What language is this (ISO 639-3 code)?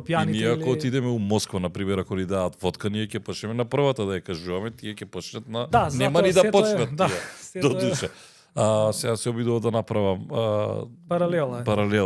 mkd